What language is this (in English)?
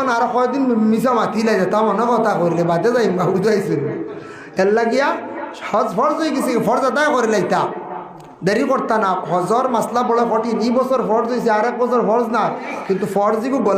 Sylheti